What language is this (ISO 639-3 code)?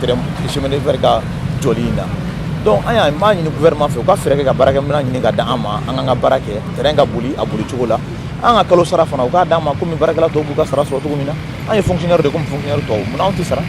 bam